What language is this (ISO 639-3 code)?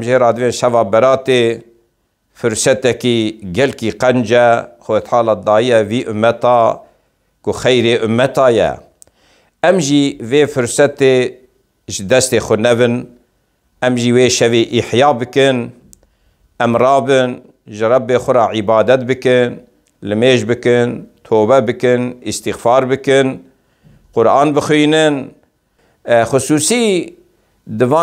kur